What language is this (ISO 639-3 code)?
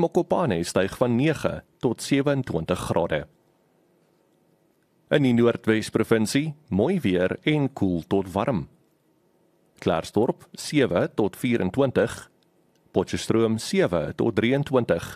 afr